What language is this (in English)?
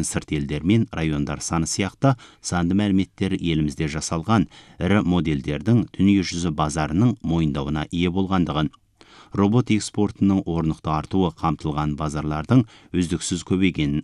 Kazakh